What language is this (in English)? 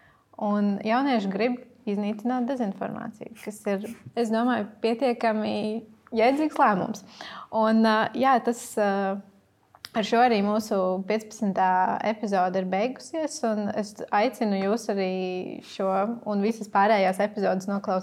Latvian